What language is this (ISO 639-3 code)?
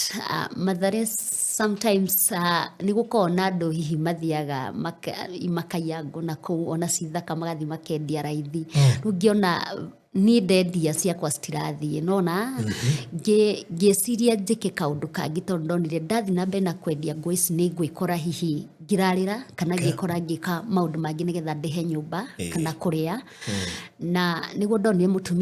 kik